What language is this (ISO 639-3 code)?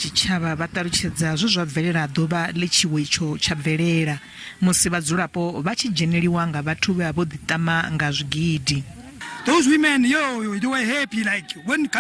ven